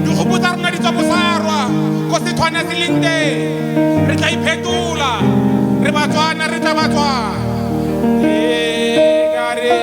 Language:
Tswana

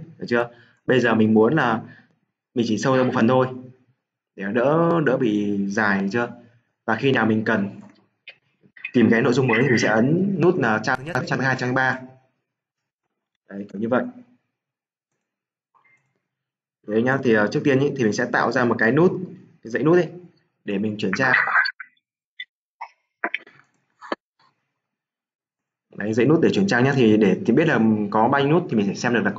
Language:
Vietnamese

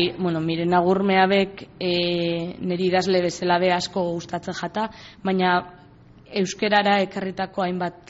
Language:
Basque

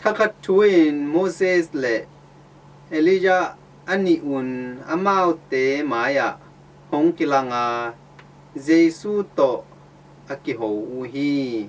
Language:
Tedim Chin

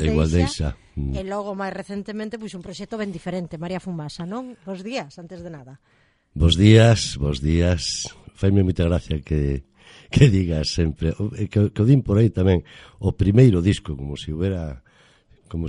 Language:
Galician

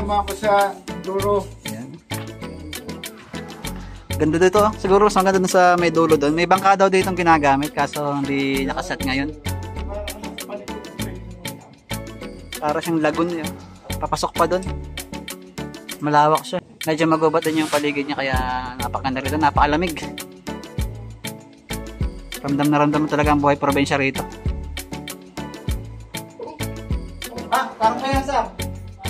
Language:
Filipino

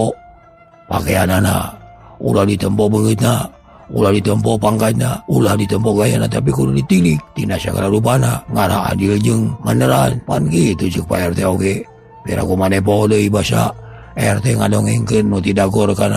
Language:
Sundanese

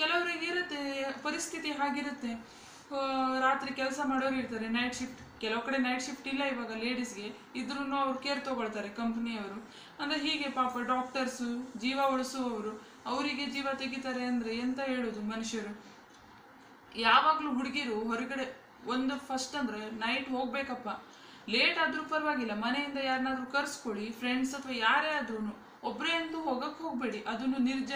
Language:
Kannada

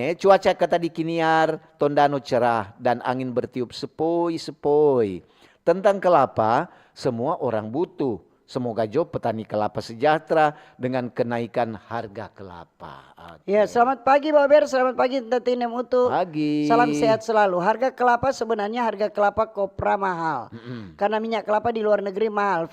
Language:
Manado Malay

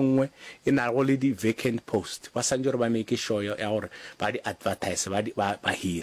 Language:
Northern Sotho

